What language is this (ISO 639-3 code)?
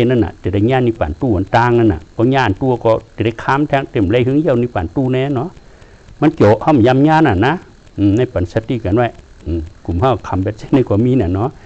shn